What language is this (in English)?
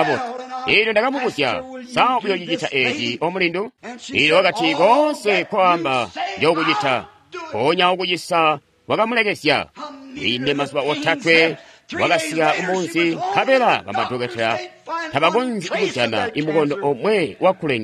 Tonga (Zambia)